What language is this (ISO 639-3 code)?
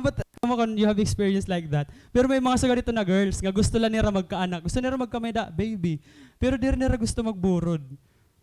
war